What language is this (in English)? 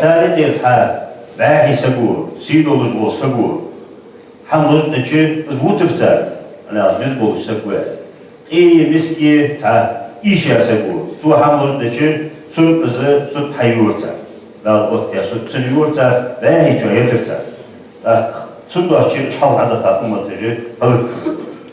Ingush